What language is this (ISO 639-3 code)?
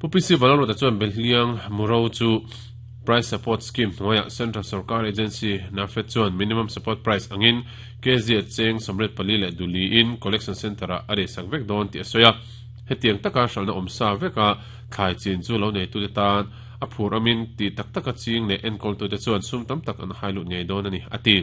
lus